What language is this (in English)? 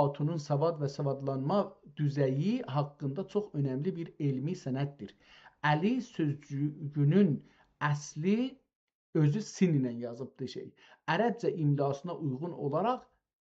South Azerbaijani